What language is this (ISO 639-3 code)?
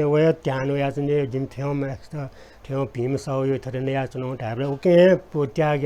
new